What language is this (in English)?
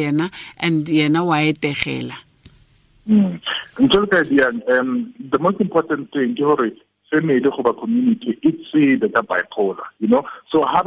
Tswana